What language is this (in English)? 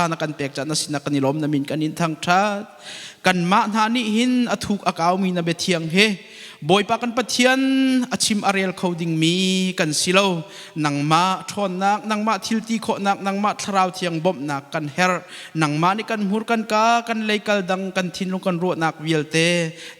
Hakha Chin